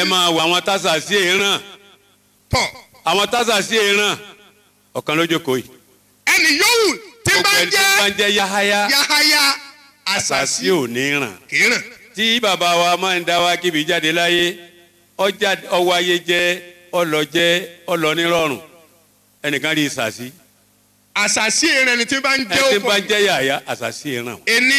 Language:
Yoruba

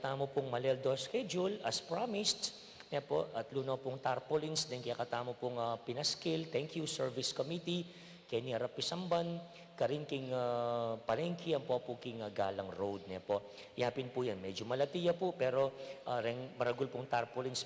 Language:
Pampanga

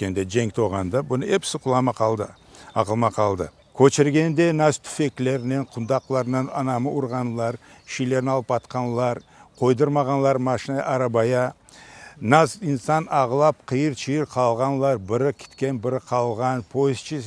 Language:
Crimean Tatar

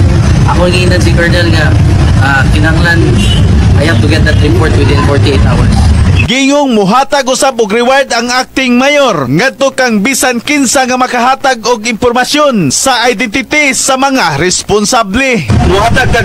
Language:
Cebuano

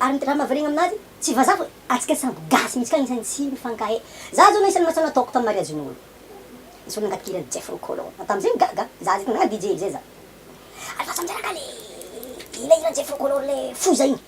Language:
Malagasy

